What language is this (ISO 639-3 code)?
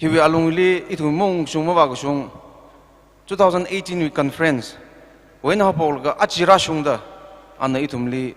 nmf